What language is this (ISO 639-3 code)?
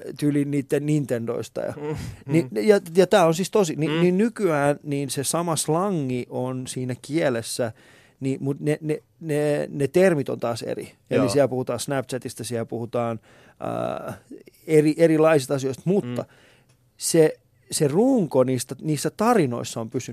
fin